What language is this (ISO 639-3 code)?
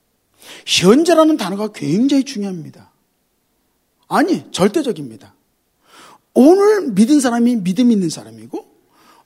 kor